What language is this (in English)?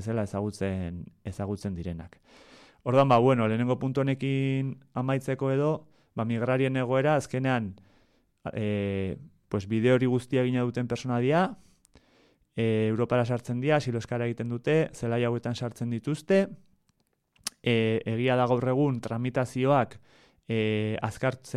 Basque